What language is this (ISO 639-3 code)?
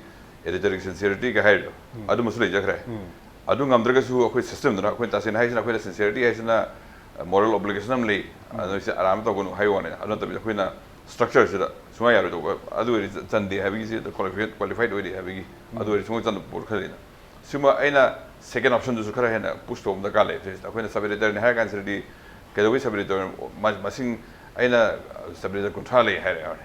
mni